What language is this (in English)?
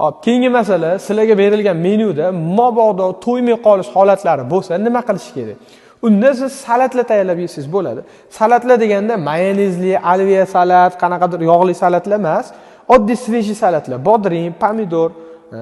Uzbek